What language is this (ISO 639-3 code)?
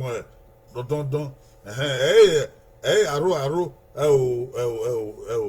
bin